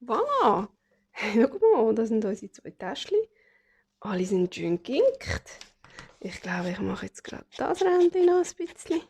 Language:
Swiss German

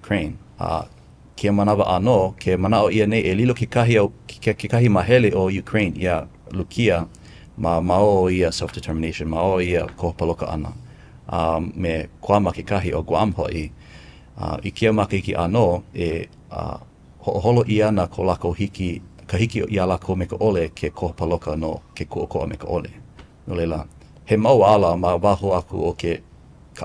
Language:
Hawaiian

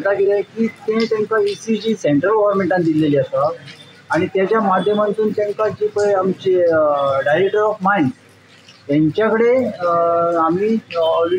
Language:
Konkani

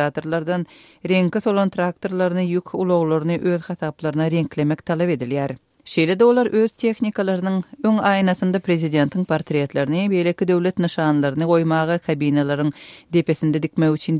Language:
Turkmen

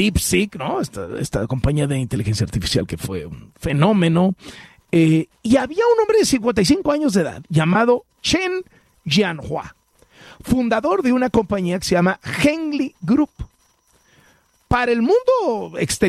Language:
Spanish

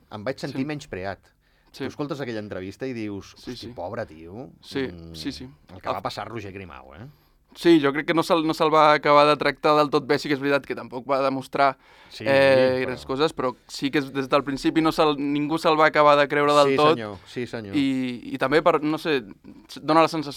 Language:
Catalan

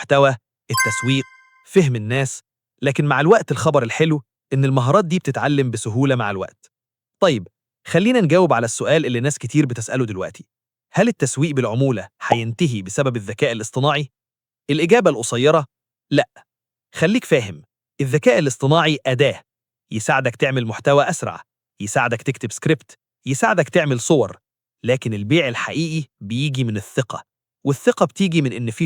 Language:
Egyptian Arabic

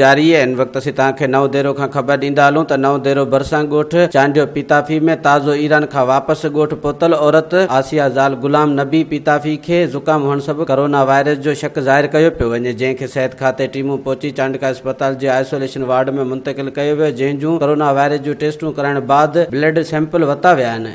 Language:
Sindhi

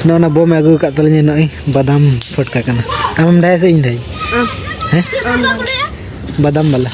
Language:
Santali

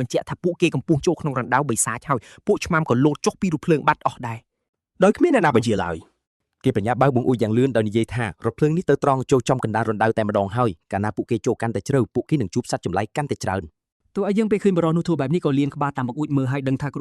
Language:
Khmer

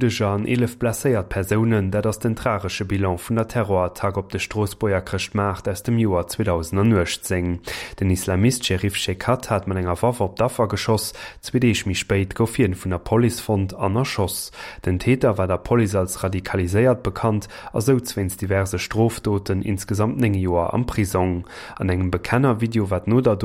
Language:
Luxembourgish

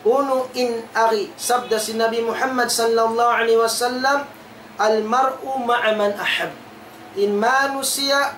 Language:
Tausug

